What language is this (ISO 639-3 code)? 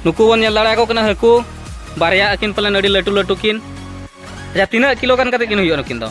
sat